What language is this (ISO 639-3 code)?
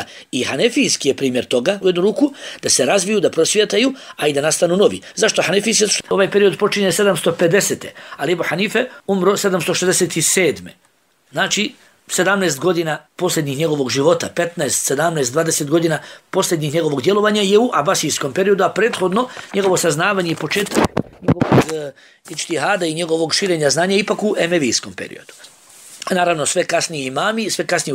bos